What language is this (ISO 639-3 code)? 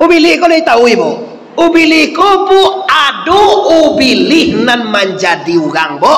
min